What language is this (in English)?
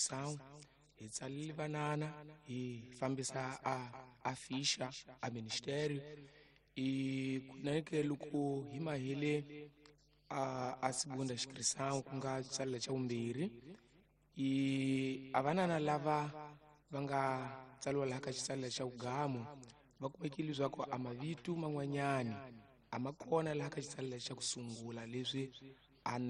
Tsonga